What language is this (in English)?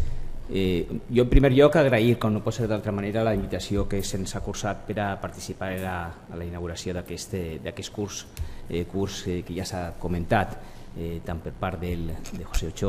Catalan